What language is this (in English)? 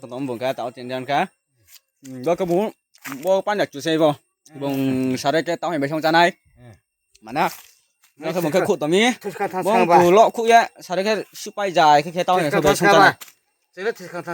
Riang (India)